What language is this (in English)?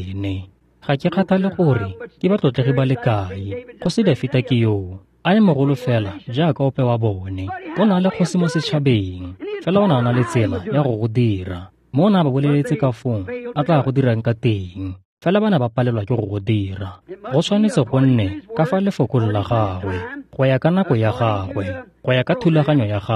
Tswana